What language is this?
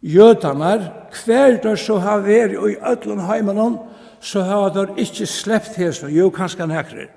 Faroese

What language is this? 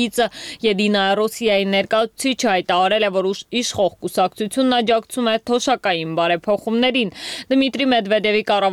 Armenian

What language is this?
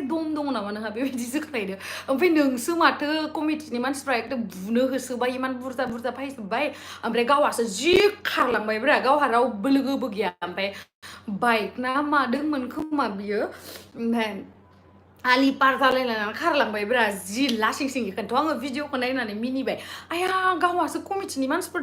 Bodo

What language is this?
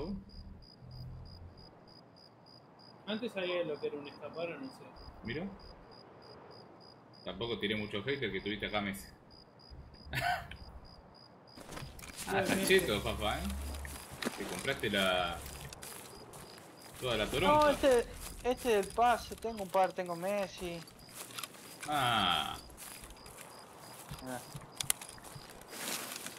Spanish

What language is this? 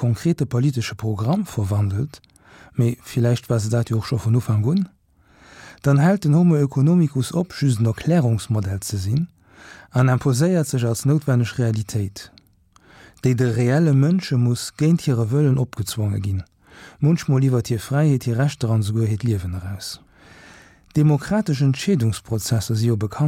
Luxembourgish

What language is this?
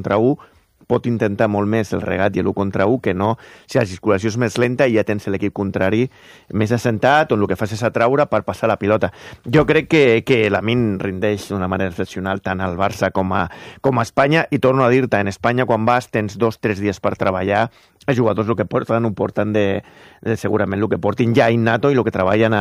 Catalan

